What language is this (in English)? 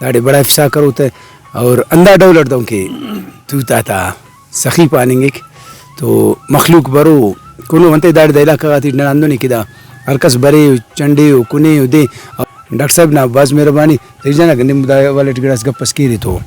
Brahui